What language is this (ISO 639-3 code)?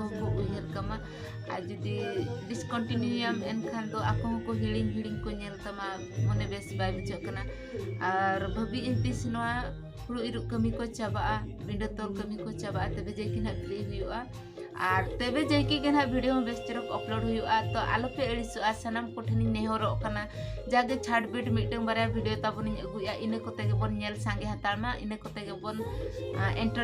sat